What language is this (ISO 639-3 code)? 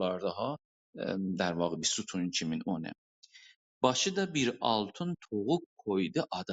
azb